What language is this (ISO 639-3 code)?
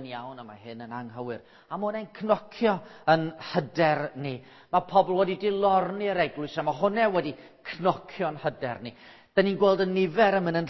cym